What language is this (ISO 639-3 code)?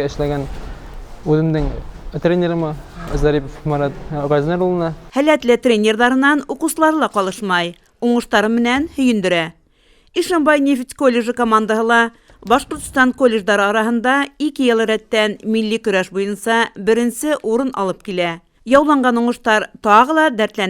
bak